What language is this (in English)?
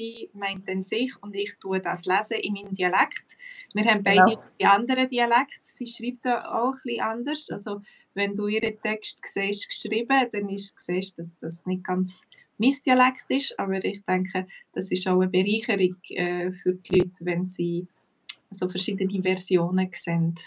Swiss German